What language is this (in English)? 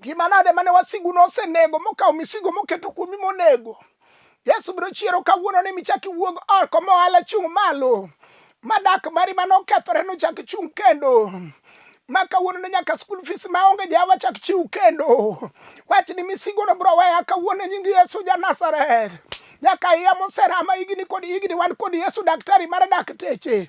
Luo (Kenya and Tanzania)